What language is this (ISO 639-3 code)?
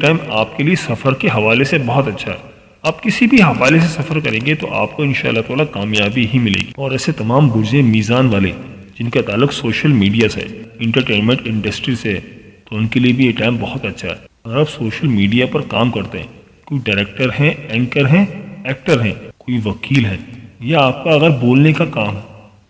urd